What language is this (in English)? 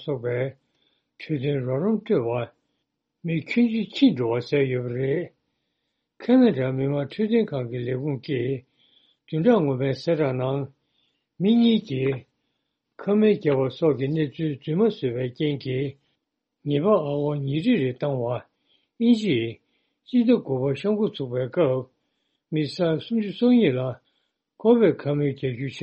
Tibetan